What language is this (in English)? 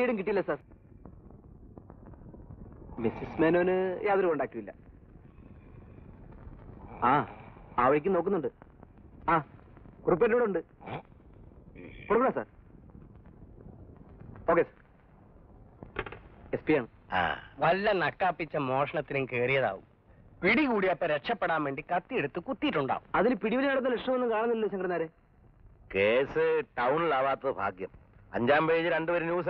Malayalam